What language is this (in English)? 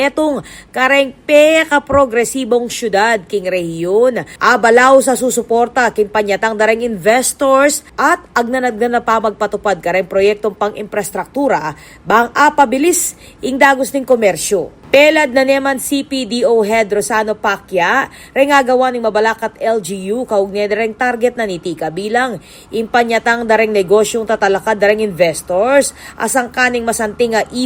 Pampanga